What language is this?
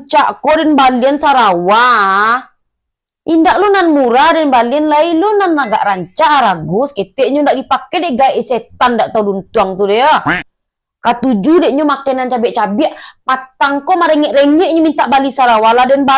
Minangkabau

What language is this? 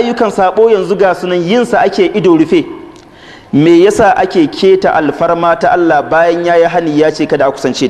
Hausa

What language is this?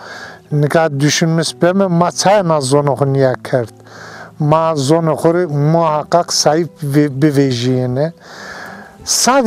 Zaza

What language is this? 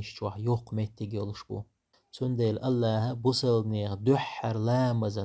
Chechen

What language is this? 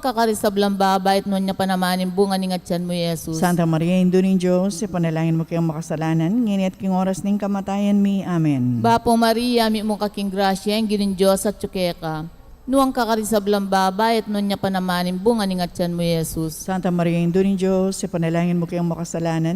Pampanga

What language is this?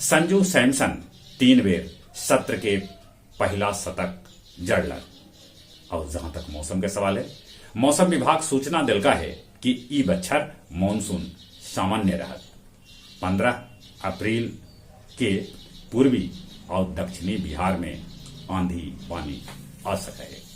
Magahi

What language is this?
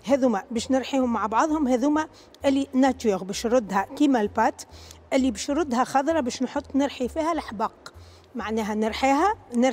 Tunisian Arabic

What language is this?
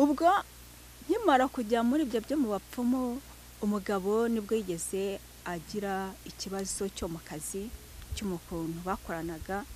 Kinyarwanda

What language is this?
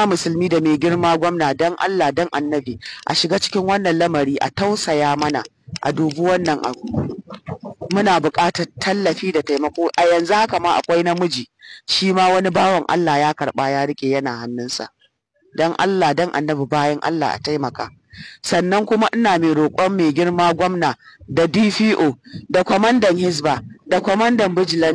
Hausa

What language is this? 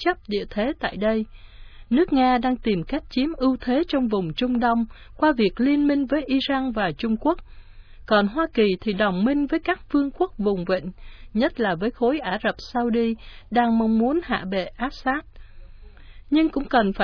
Vietnamese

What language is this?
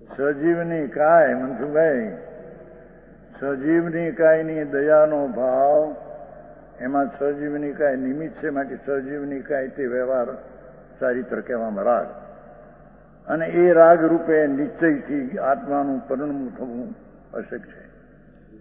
Gujarati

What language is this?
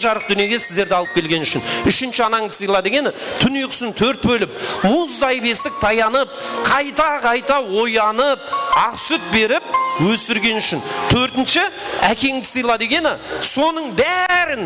Kara-Kalpak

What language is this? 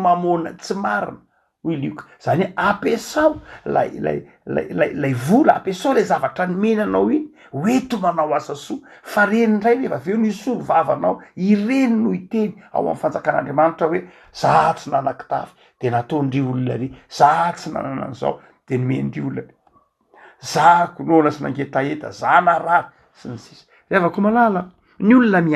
Malagasy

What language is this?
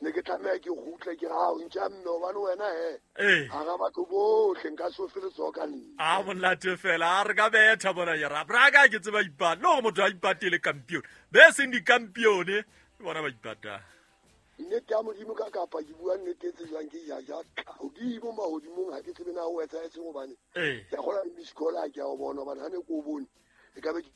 Southern Sotho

